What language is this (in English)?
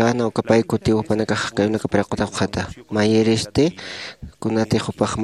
Aymara